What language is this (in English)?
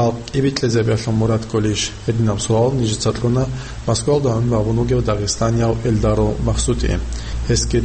Avaric